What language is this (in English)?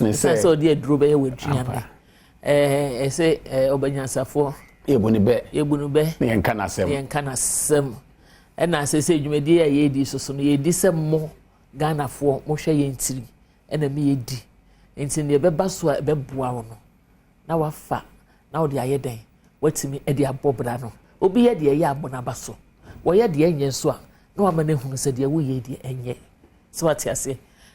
Akan